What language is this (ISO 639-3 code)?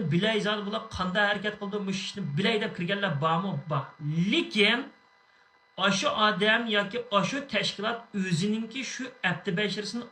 uig